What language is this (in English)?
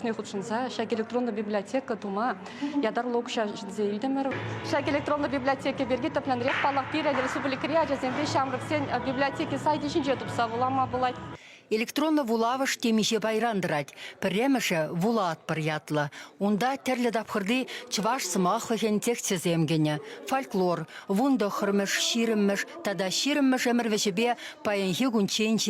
Chuvash